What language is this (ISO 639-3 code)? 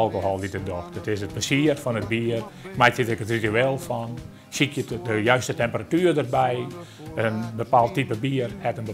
fry